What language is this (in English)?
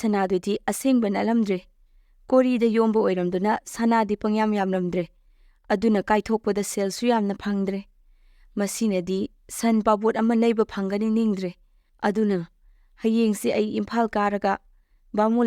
Manipuri